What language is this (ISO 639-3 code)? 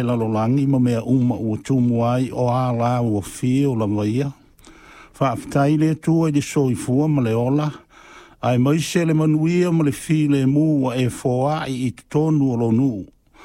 smo